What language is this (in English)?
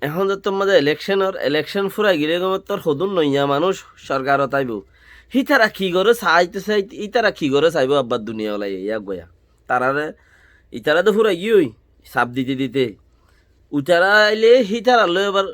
Rohingya